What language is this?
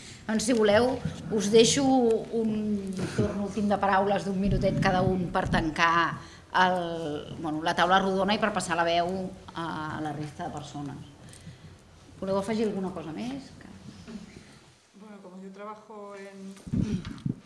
Catalan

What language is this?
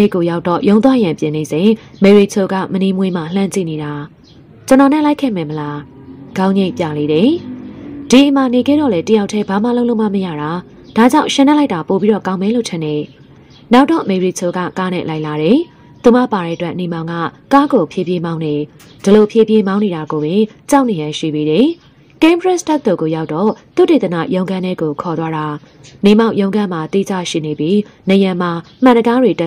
Burmese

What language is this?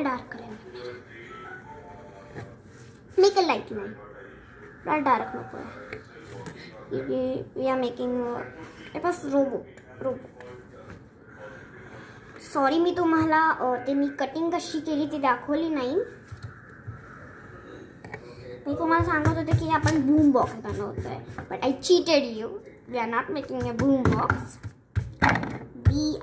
Marathi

